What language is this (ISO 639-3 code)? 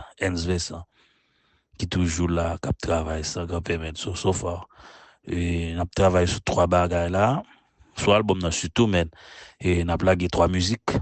hat